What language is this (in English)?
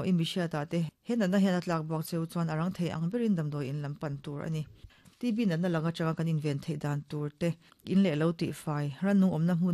Mizo